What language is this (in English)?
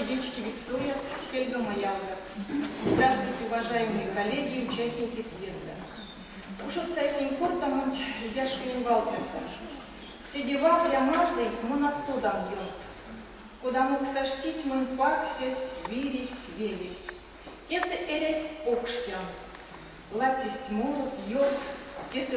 Erzya